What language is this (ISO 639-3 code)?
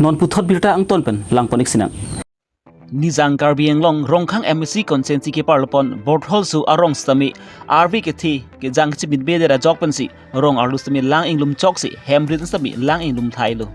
mjw